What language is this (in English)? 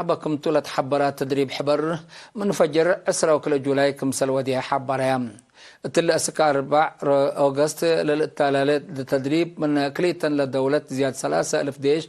Tigre